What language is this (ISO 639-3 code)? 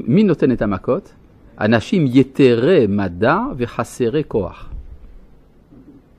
heb